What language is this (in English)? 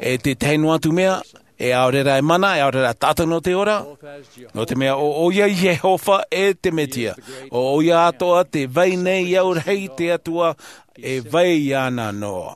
Tahitian